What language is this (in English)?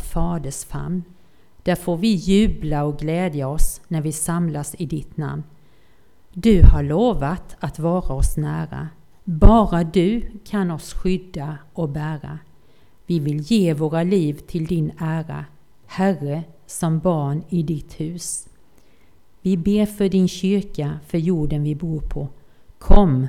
Swedish